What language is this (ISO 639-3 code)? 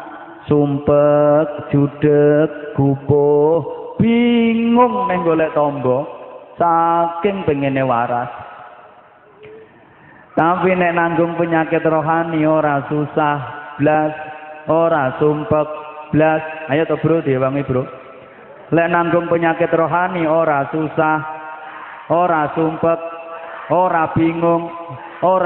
jav